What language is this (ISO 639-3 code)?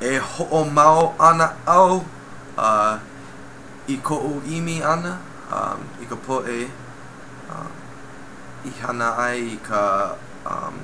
haw